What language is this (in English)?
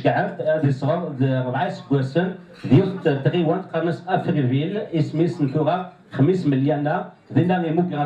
Kabyle